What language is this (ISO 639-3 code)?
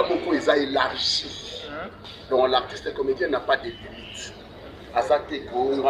lin